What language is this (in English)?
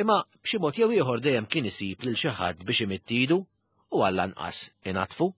Maltese